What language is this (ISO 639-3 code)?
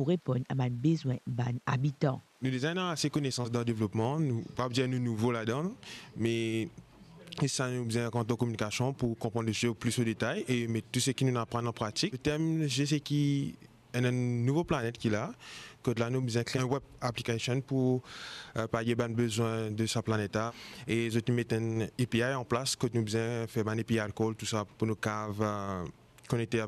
mfe